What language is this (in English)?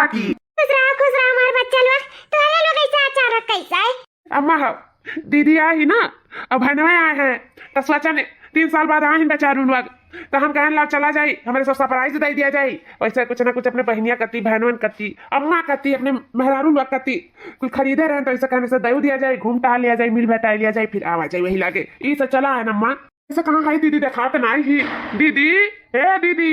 Awadhi